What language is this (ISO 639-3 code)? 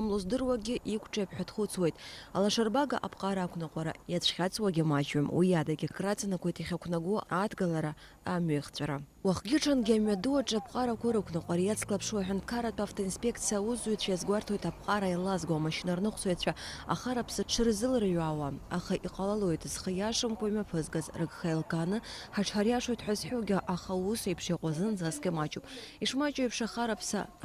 abk